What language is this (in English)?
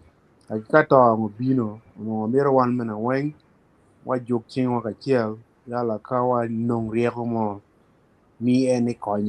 Acoli